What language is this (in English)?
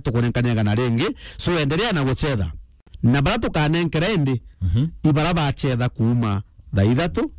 Meru